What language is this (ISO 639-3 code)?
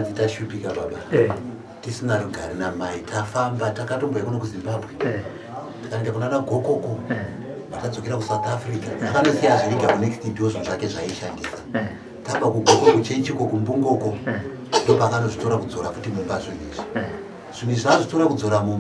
sna